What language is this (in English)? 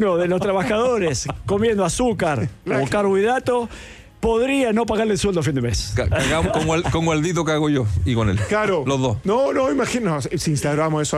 Spanish